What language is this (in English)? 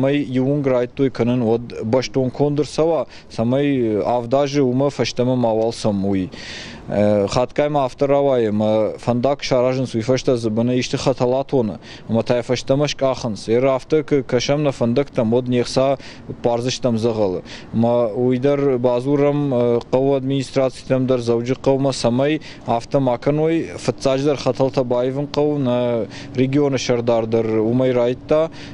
Ossetic